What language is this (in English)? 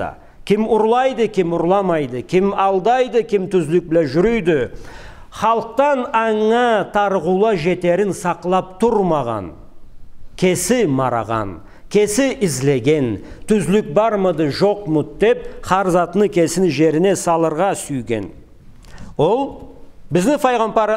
Karachay-Balkar